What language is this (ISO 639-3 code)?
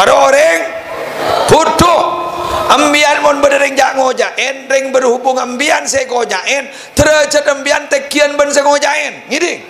mad